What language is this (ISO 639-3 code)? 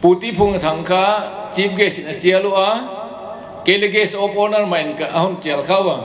pck